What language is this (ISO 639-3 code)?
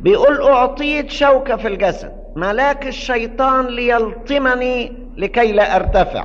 arz